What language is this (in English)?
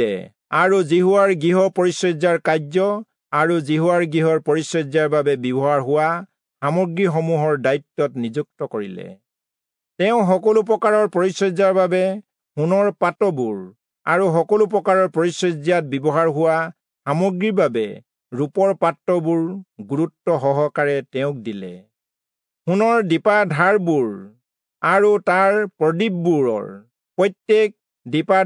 Assamese